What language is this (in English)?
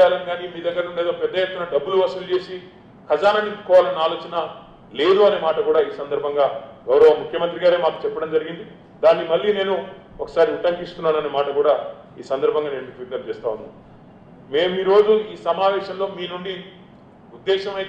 Telugu